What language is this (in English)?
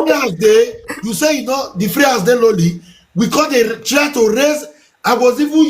Nigerian Pidgin